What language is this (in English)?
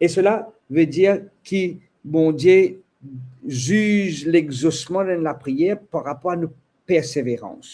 Morisyen